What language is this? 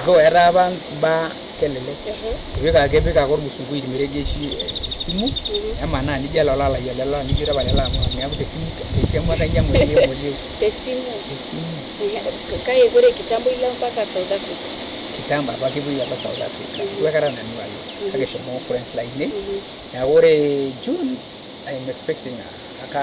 Masai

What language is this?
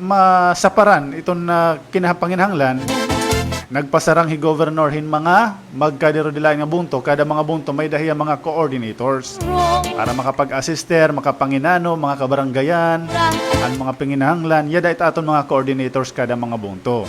Waray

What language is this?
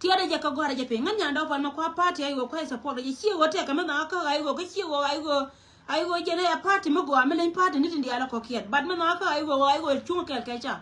Nuer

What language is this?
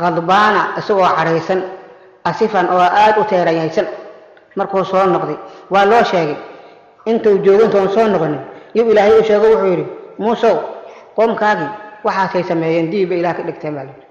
Somali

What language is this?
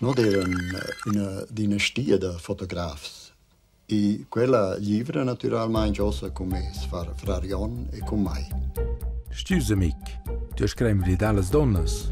Romansh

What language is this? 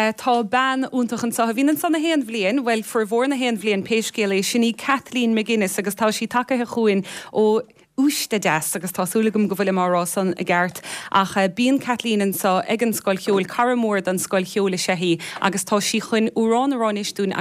Irish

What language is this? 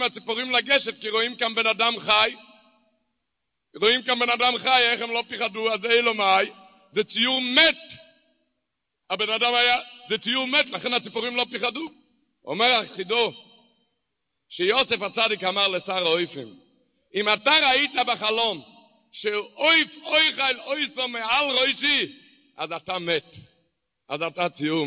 Hebrew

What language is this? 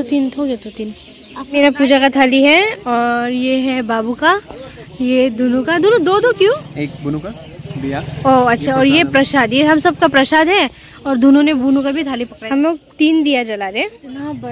Hindi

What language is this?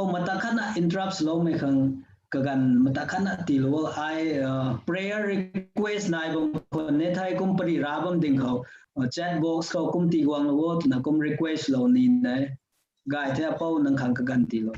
Rongmei Naga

